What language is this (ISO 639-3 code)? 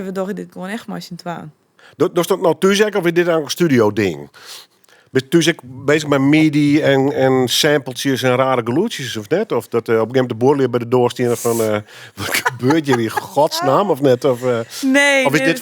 fry